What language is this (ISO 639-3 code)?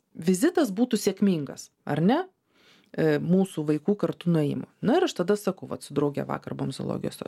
lit